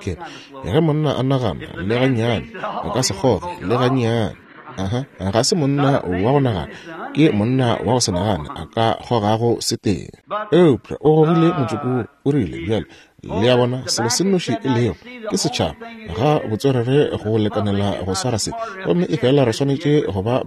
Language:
Northern Sotho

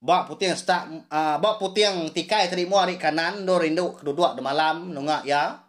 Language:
Iban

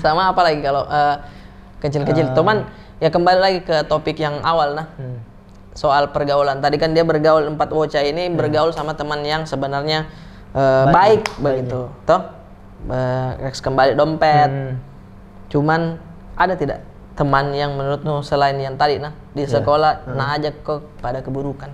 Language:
Makassar Malay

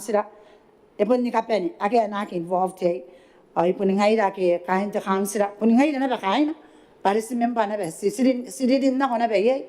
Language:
Gilbertese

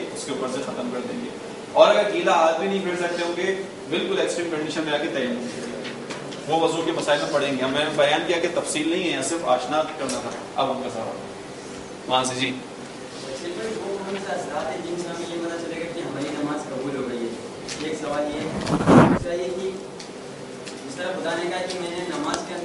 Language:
Urdu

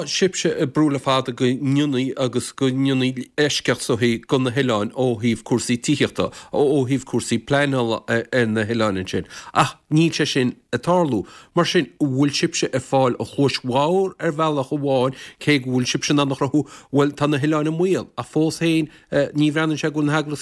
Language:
Irish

